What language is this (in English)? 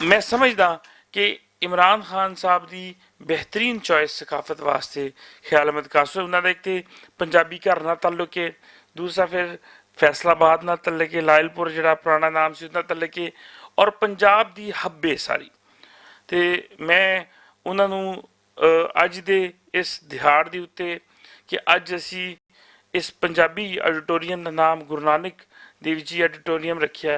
Western Panjabi